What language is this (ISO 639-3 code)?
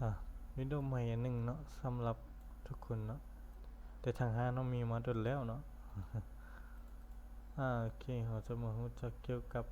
lao